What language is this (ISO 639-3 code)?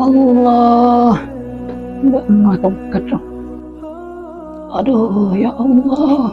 mad